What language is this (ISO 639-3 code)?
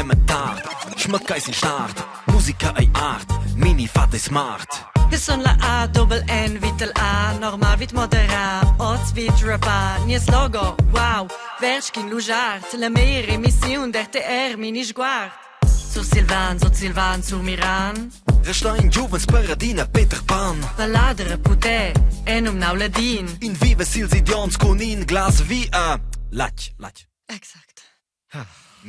roh